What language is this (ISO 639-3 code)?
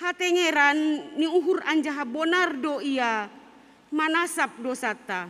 bts